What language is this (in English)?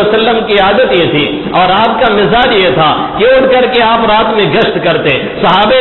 Urdu